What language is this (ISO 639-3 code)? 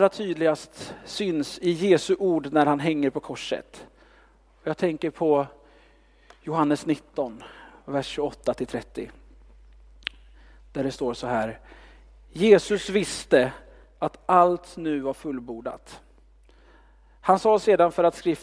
swe